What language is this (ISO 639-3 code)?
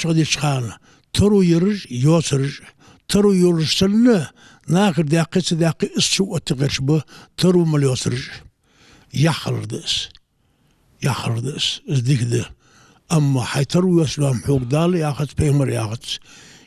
inh